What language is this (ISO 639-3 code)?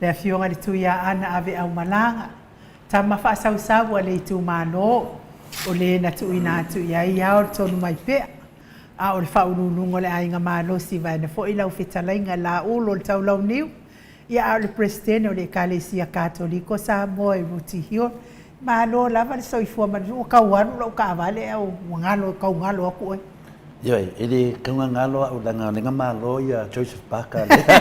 smo